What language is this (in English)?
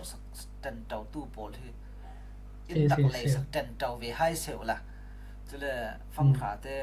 Falam Chin